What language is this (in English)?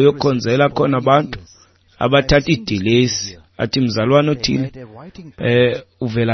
Xhosa